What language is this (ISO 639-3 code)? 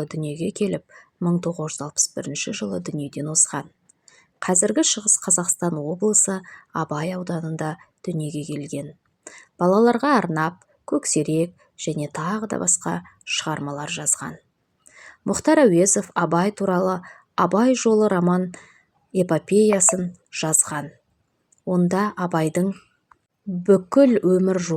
kaz